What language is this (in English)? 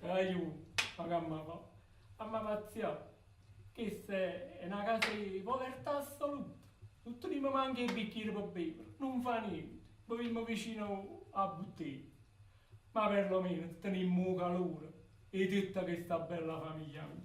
Neapolitan